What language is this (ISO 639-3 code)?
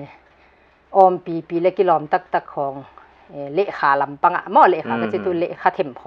pck